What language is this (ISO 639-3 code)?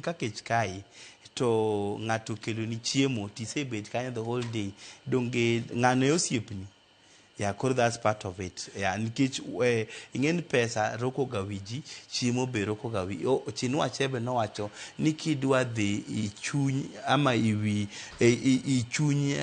luo